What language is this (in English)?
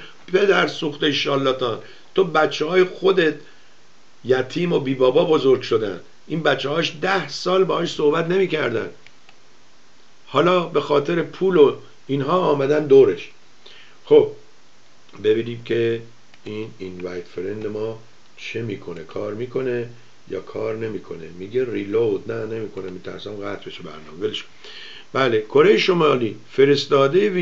Persian